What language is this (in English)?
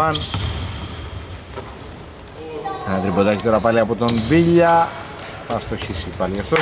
Greek